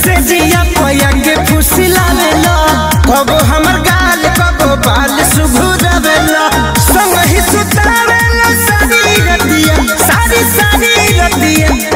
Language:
Bhojpuri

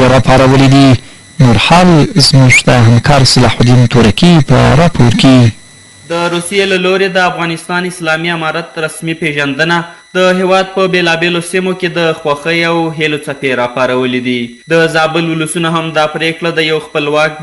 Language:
Pashto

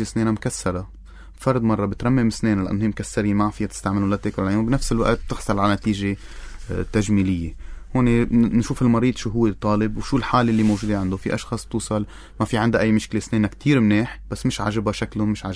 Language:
North Levantine Arabic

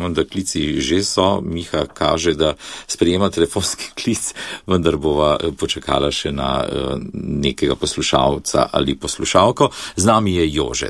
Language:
Slovenian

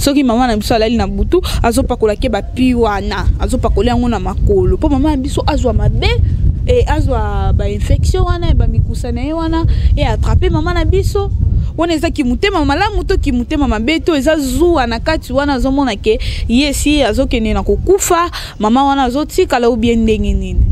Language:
Lingala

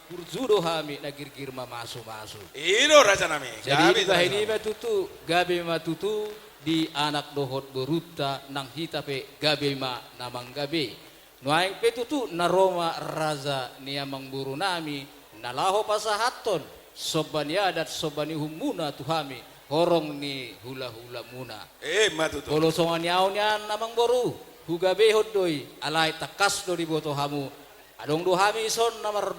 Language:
Batak Toba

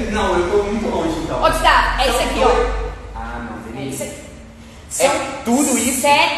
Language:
Portuguese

